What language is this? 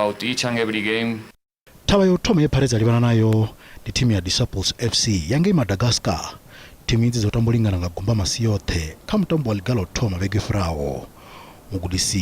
Venda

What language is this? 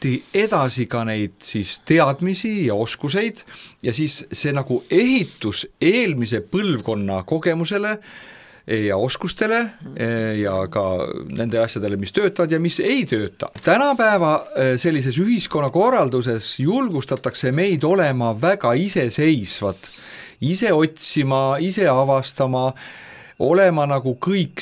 Estonian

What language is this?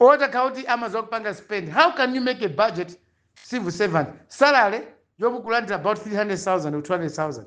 Nyanja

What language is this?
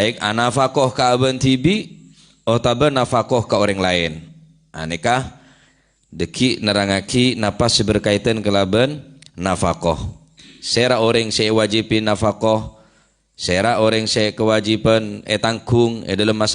Madurese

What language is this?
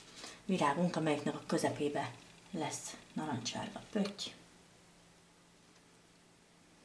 Hungarian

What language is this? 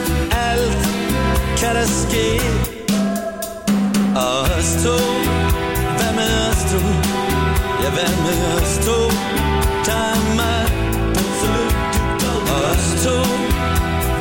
Danish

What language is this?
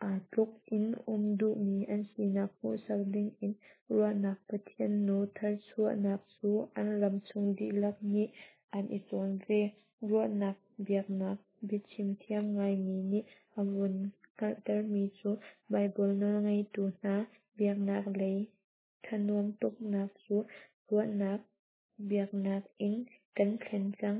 Hakha Chin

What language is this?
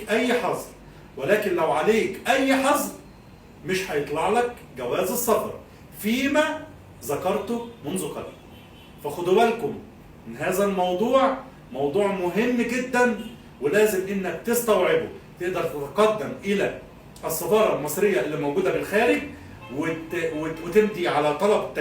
Egyptian Arabic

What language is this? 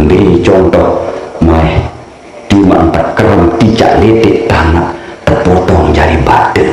Sasak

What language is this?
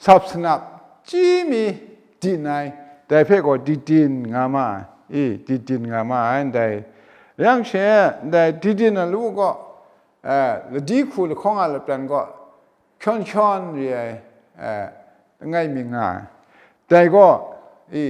Kachin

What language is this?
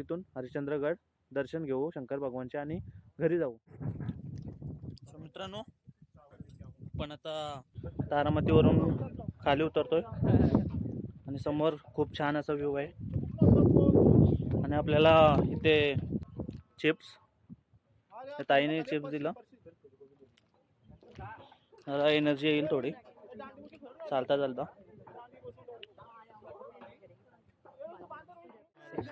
Marathi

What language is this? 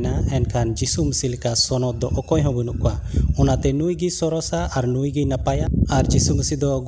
Santali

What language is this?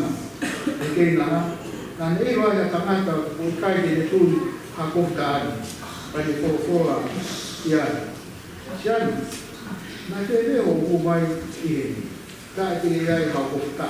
Tongan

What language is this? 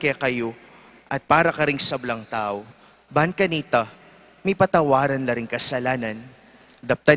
Pampanga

